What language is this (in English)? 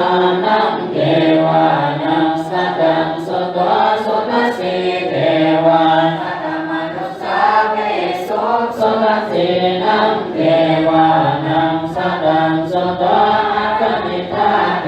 Pali